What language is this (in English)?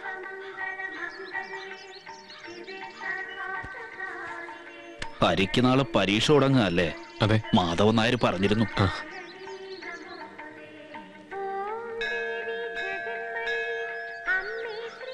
Malayalam